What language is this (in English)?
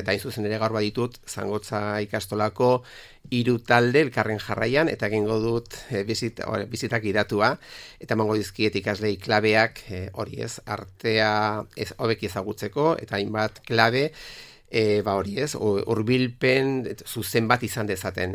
Basque